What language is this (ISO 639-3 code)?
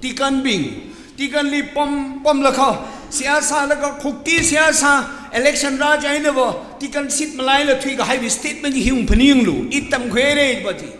nmf